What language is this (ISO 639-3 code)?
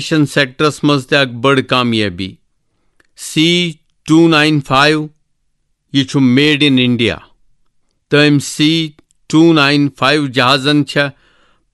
kas